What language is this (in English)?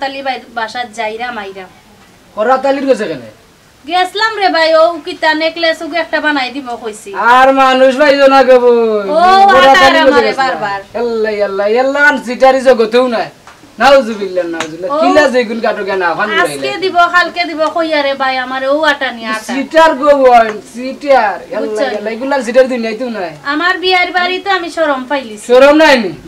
Sylheti